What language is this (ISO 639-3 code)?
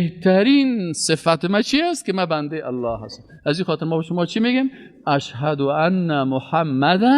fas